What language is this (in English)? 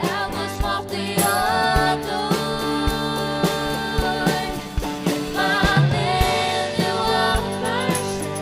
Faroese